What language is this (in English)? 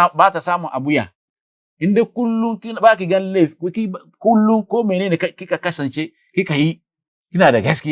Hausa